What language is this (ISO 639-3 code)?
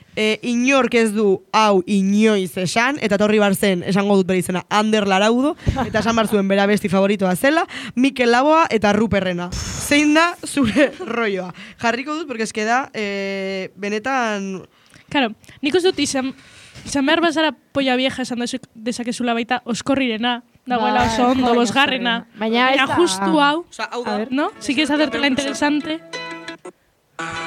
eus